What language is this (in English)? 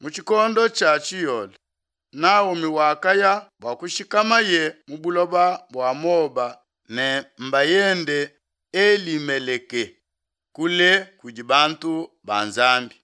Luba-Lulua